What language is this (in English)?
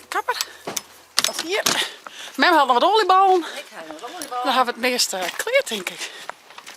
Western Frisian